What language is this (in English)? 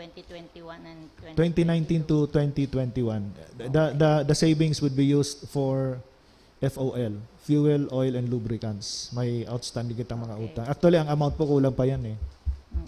Bikol